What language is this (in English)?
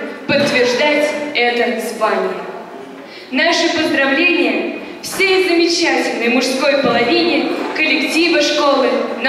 Russian